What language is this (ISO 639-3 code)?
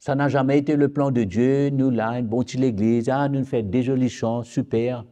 mfe